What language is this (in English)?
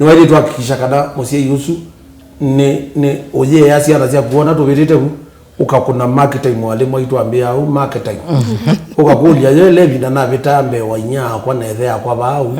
Kamba